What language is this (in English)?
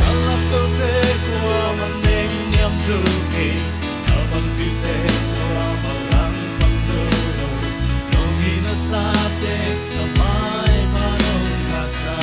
Paite Chin